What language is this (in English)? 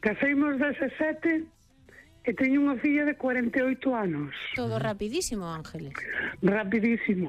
Galician